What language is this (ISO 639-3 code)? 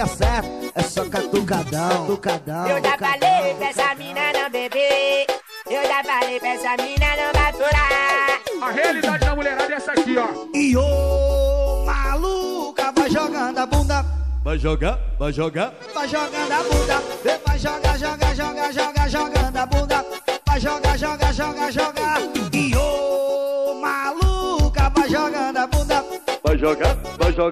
por